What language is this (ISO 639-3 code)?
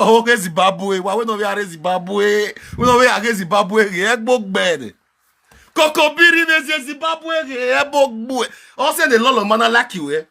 pcm